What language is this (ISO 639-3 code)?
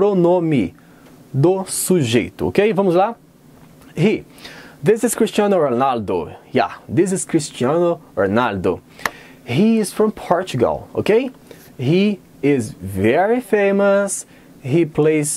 por